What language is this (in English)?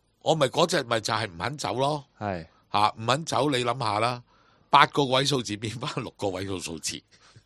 Cantonese